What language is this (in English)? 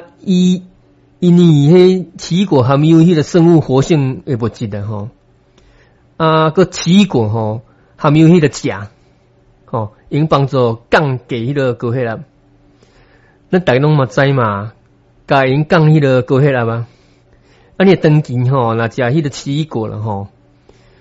Min Nan Chinese